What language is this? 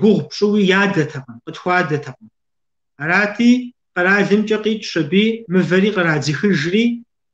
Kabardian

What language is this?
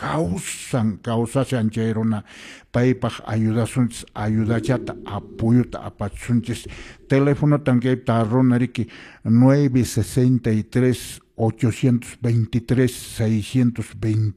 Quechua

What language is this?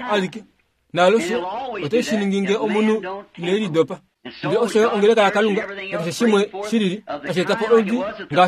Kuanyama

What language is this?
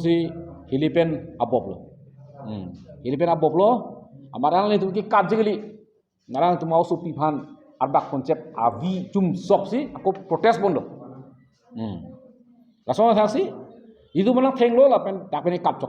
Karbi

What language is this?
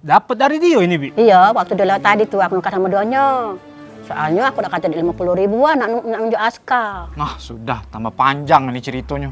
Musi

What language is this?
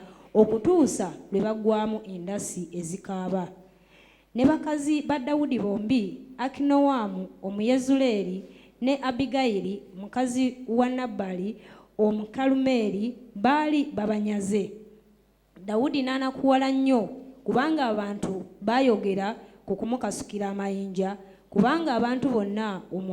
Ganda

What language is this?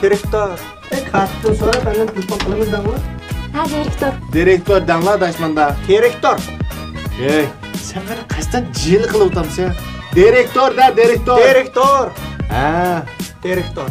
Uyghur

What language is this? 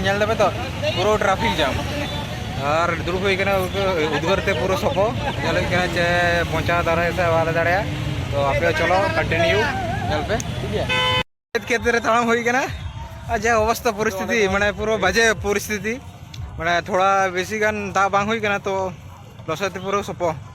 Santali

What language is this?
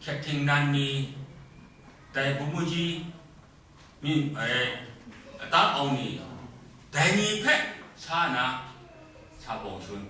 Kachin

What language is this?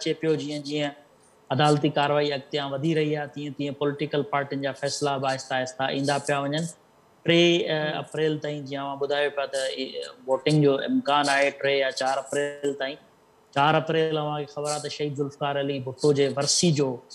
Sindhi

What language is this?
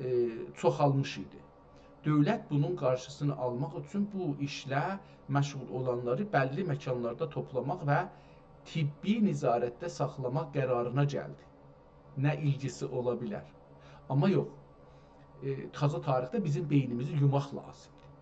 South Azerbaijani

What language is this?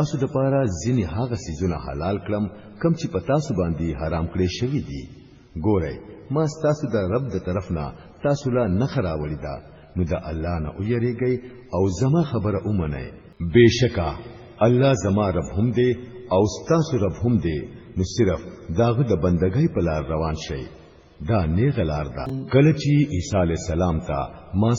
Pashto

